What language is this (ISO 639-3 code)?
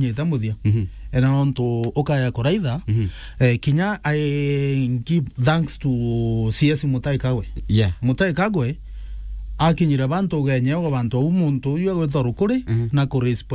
mer